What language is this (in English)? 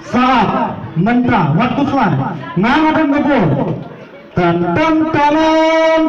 Khasi